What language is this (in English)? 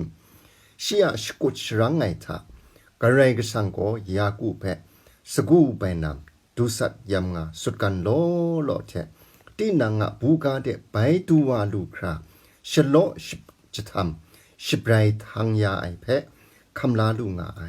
Kachin